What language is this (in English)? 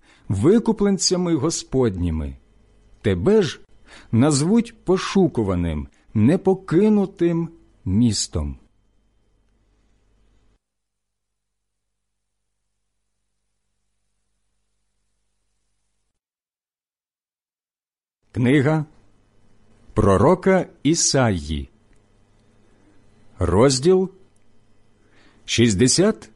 Ukrainian